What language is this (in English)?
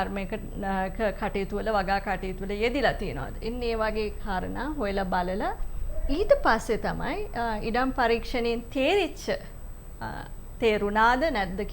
Sinhala